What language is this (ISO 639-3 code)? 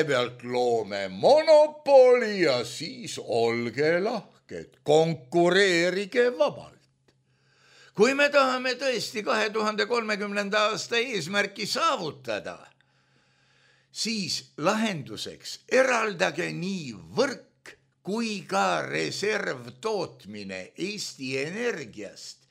est